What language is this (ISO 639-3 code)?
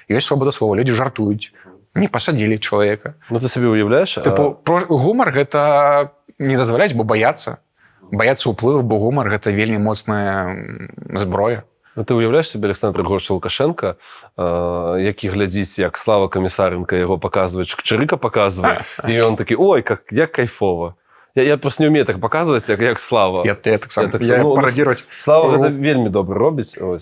bel